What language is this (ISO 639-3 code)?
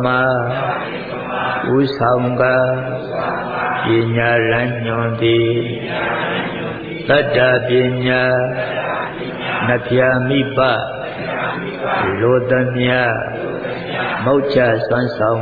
mya